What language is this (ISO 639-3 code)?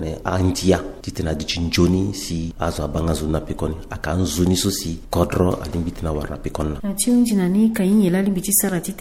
sag